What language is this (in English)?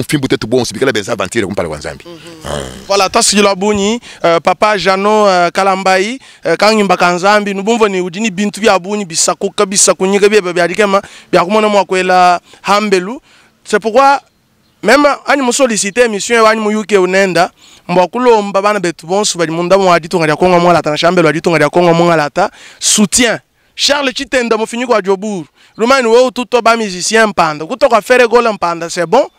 Luba-Lulua